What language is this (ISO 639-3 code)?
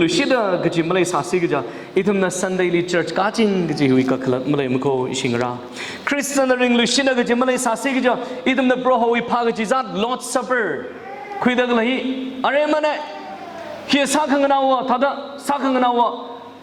nmf